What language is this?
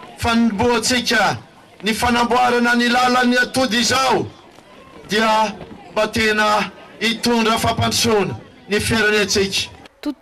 Malagasy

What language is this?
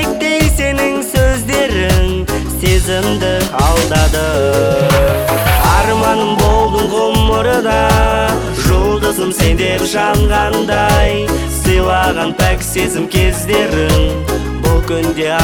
Kazakh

